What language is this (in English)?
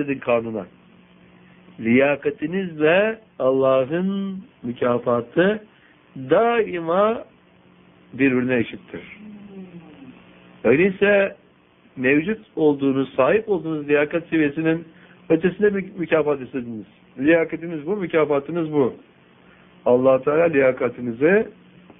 Turkish